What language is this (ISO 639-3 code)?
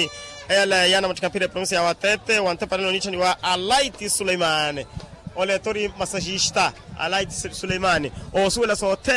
vmw